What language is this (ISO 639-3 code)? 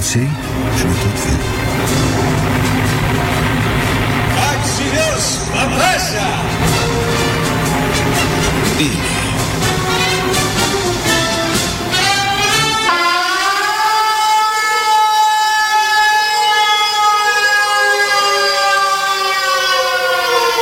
ron